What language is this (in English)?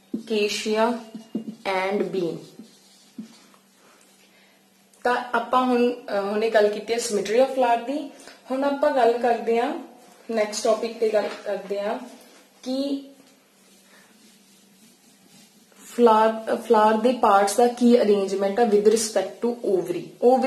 Punjabi